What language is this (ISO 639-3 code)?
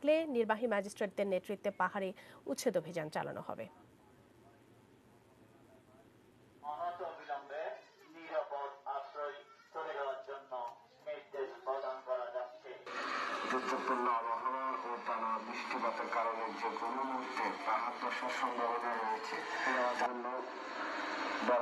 ben